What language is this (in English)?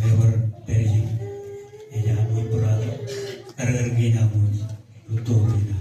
Marshallese